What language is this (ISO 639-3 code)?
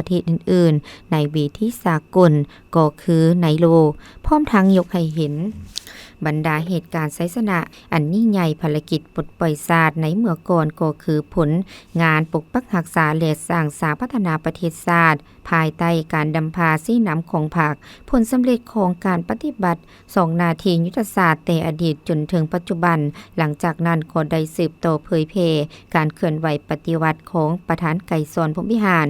lao